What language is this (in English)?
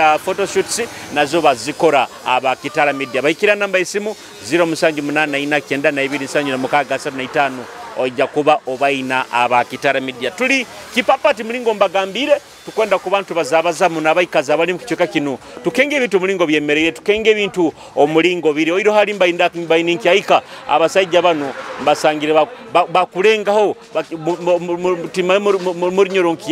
Nyoro